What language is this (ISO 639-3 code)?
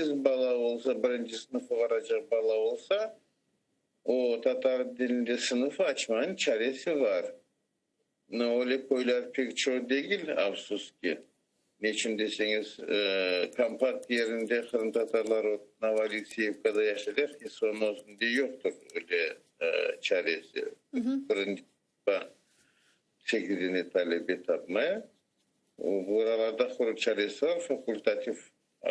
crh